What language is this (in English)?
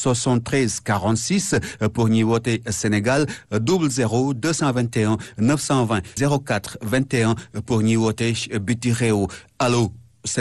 Wolof